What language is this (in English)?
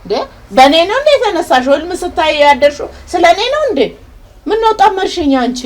Amharic